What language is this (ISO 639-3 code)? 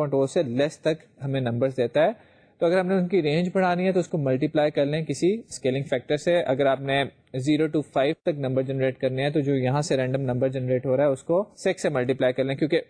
urd